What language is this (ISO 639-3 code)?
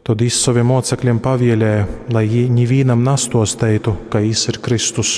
ltg